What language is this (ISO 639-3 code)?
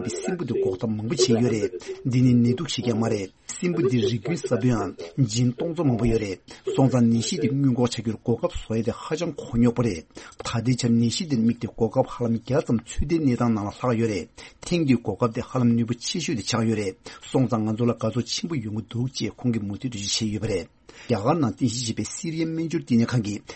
bod